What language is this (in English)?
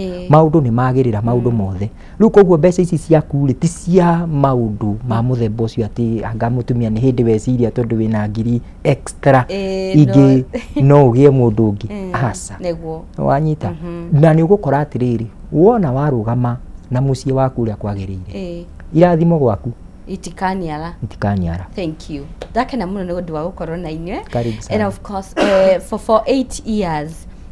Kikuyu